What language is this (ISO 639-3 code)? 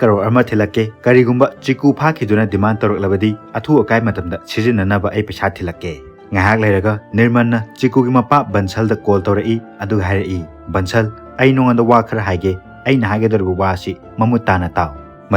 mni